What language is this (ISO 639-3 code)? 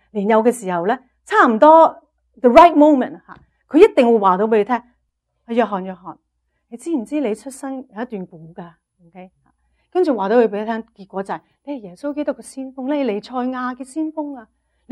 yue